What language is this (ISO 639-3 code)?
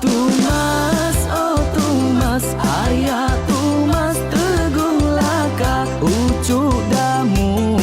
iba